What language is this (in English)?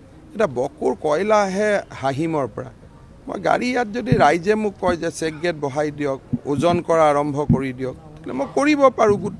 Assamese